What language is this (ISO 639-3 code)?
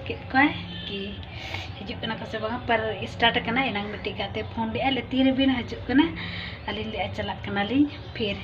sat